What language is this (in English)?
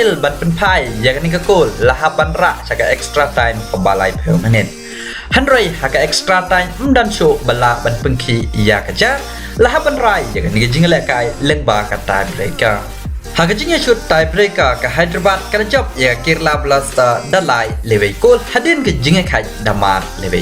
Khasi